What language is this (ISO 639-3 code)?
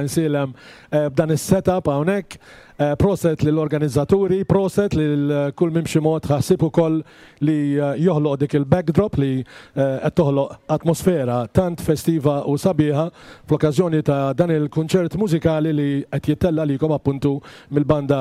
mlt